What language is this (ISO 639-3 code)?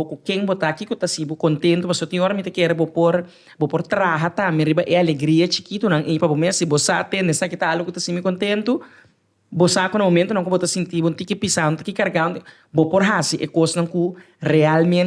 pap